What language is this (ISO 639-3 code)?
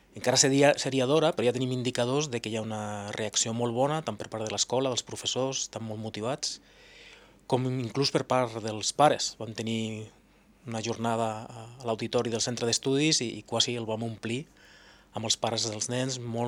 cat